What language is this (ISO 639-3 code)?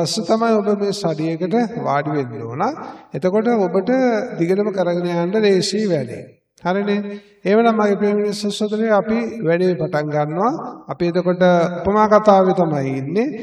sin